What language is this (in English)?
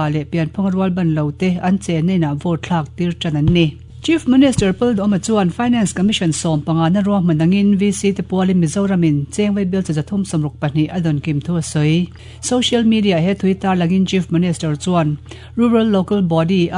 Mizo